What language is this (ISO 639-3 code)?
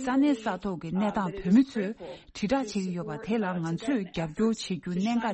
bod